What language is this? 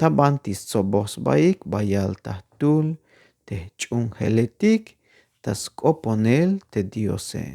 Tzeltal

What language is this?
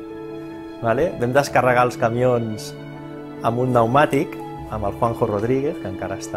Catalan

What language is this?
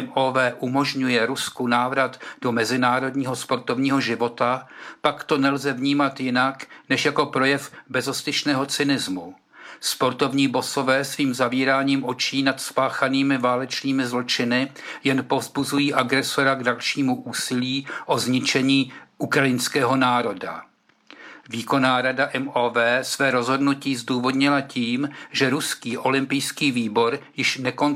Czech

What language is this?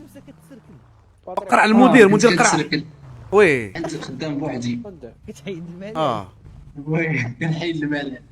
Moroccan Arabic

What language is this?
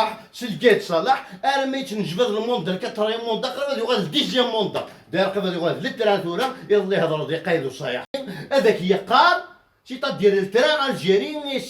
Kabyle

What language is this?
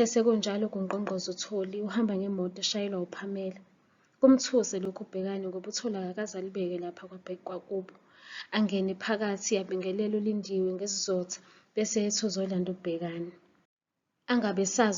Zulu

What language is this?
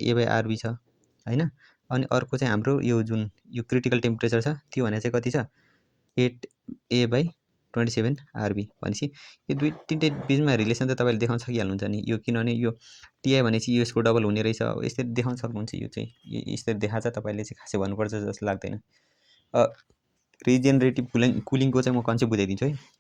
Nepali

